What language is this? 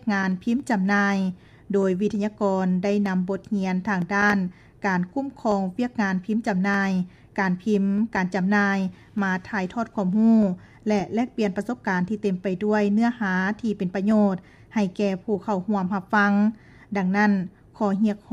Lao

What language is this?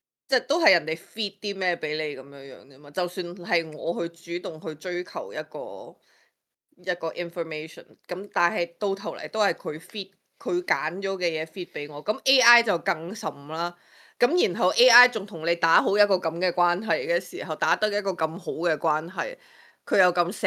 Cantonese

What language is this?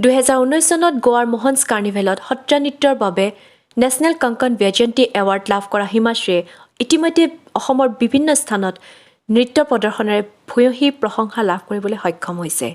Assamese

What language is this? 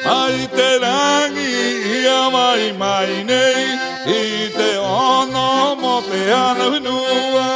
Rapanui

